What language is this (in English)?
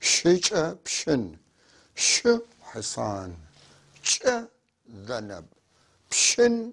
North Levantine Arabic